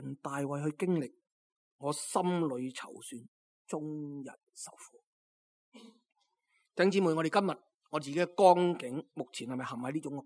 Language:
Cantonese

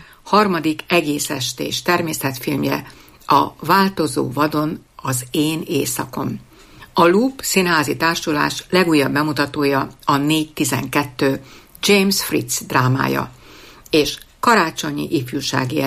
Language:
Hungarian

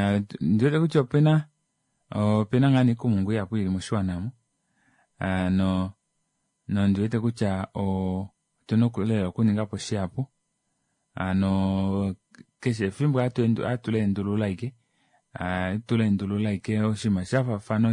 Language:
Kuanyama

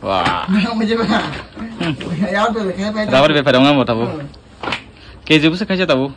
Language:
Kok Borok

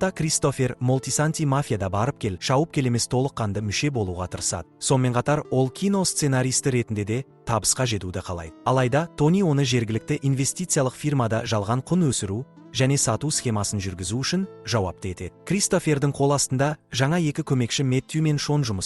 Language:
Kazakh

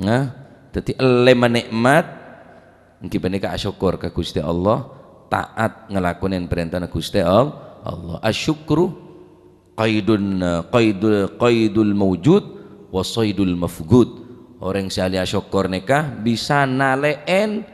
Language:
Madurese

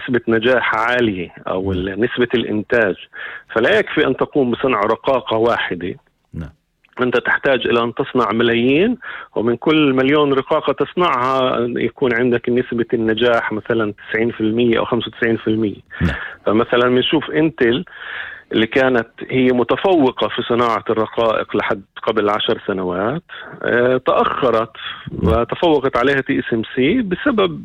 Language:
North Levantine Arabic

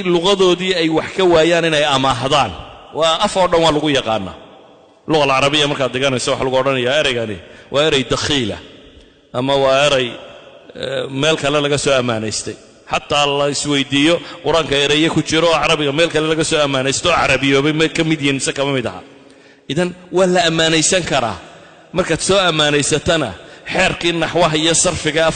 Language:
Somali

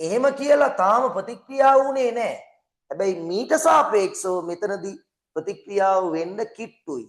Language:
Sinhala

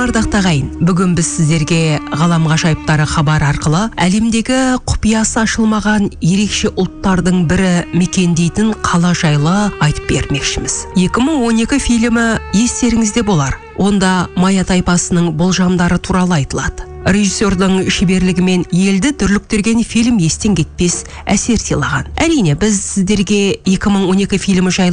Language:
Kazakh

